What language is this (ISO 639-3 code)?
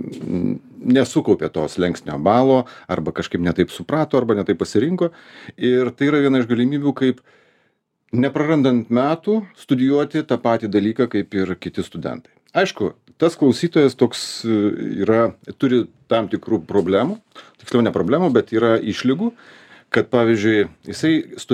lit